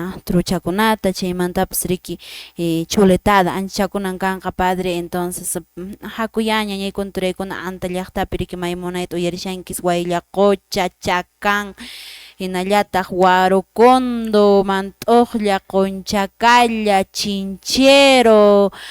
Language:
Quechua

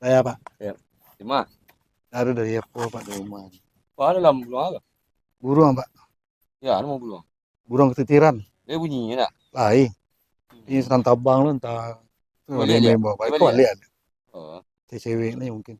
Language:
Minangkabau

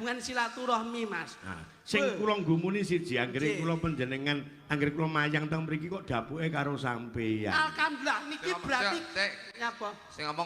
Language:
Javanese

